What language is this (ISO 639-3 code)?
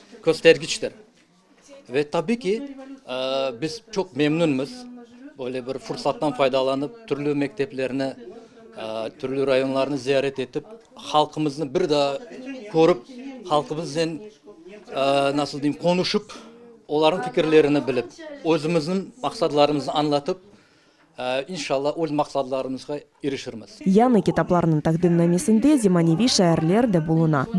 crh